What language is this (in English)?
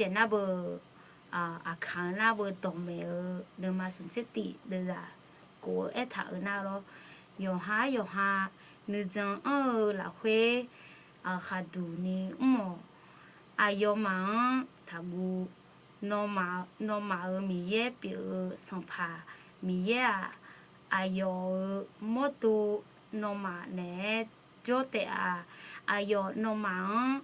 Akha